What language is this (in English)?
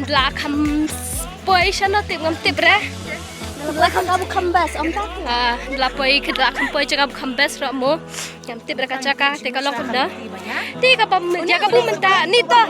Khasi